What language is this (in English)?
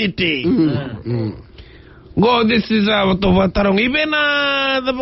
Fijian